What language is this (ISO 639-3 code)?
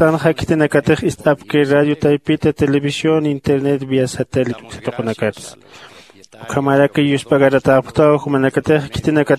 aym